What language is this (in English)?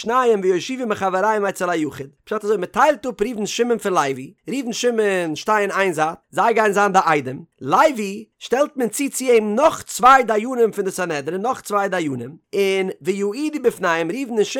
Yiddish